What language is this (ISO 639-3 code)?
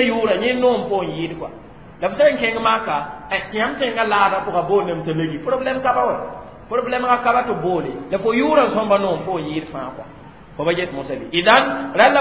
mos